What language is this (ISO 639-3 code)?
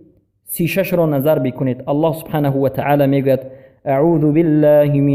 fas